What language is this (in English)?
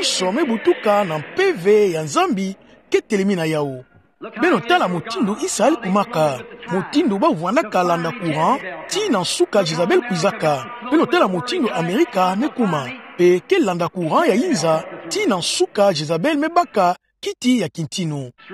Kituba (Democratic Republic of Congo)